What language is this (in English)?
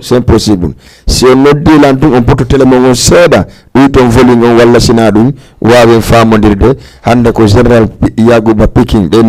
Fula